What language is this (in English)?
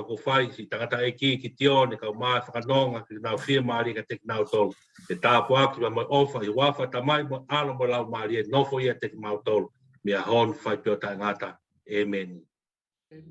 Tongan